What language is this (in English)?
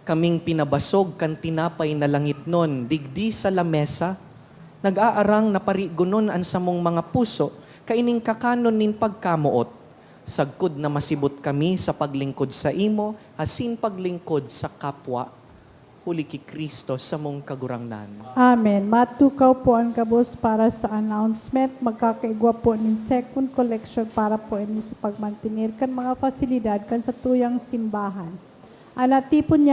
Bikol